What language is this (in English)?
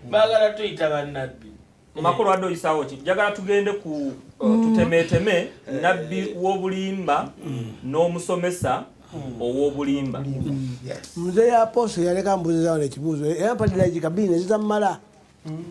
Ganda